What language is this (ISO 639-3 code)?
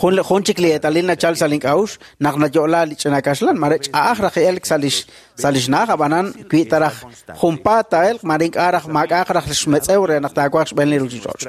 kek